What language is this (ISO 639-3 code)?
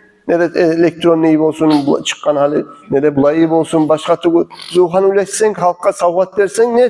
kum